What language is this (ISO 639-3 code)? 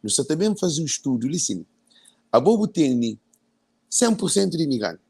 kea